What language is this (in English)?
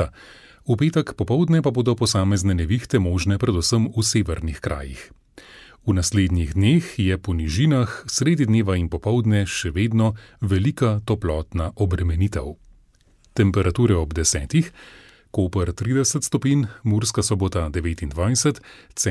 Slovenian